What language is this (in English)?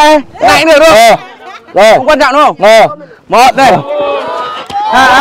Vietnamese